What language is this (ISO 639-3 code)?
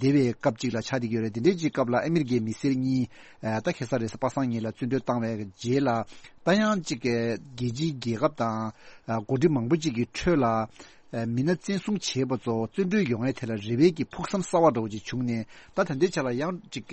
bod